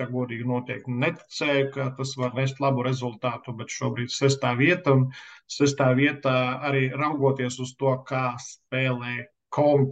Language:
Latvian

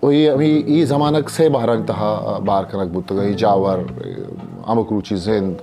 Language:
Eastern Balochi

